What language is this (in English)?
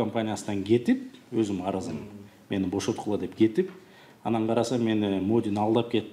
Kyrgyz